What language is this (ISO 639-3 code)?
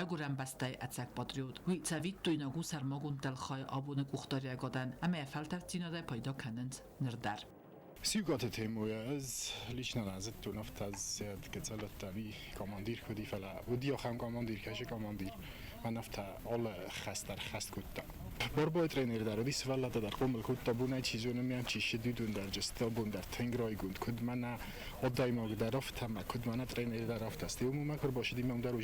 oss